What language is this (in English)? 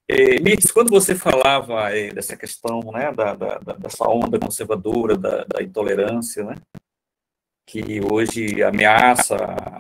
Portuguese